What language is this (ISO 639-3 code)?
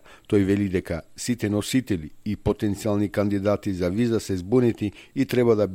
mkd